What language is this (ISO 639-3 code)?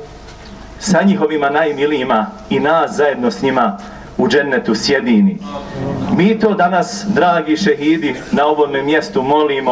bos